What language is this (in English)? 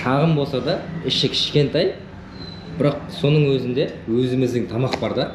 Kazakh